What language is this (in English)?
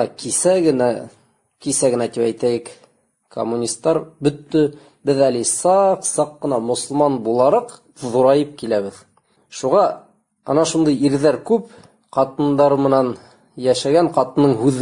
Bashkir